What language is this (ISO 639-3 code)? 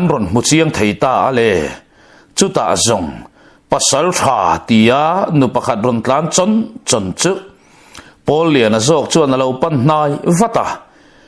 lus